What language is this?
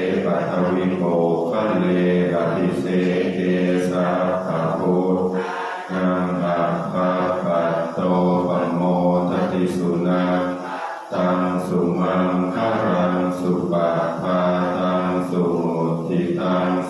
Pali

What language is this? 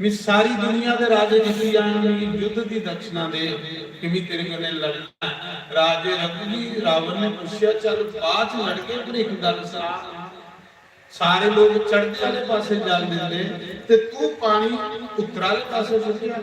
Dogri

